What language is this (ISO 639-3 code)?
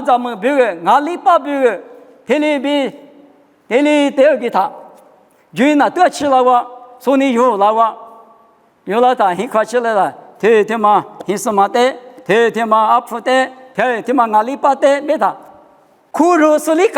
lis